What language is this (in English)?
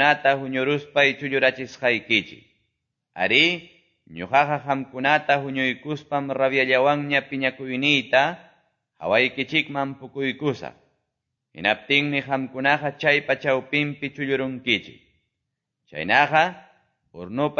Quechua